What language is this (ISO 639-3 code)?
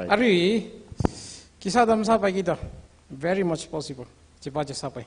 nmf